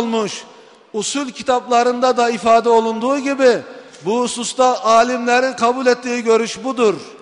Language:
Turkish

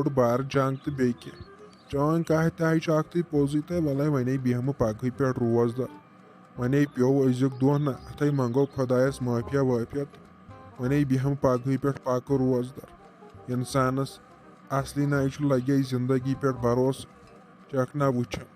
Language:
Kashmiri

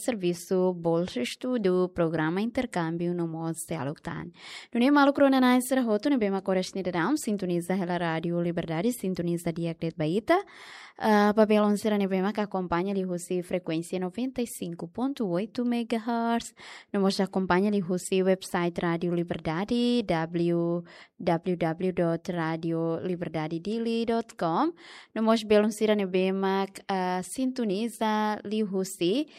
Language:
Tetum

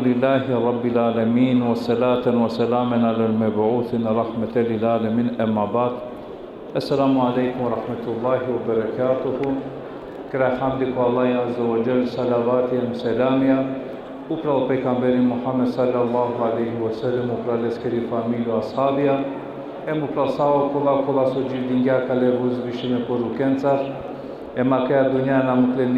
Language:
Balkan Romani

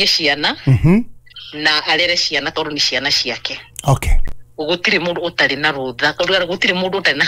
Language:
Kikuyu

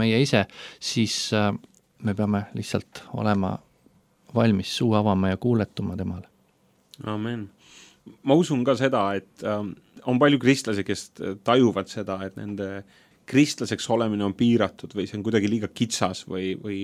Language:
Estonian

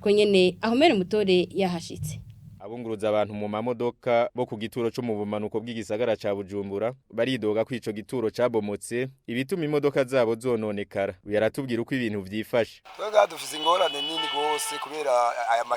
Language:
Rundi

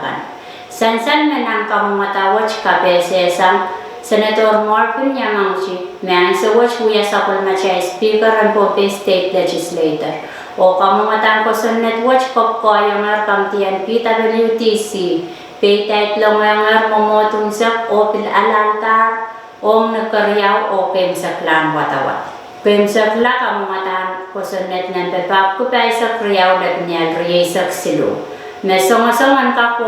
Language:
Pohnpeian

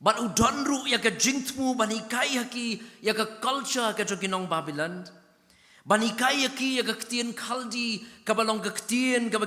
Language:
Khasi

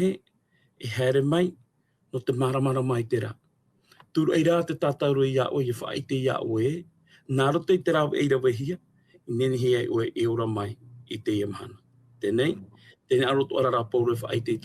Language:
Tahitian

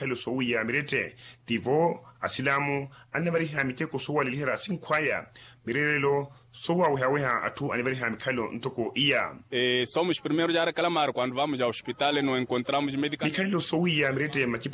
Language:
Makhuwa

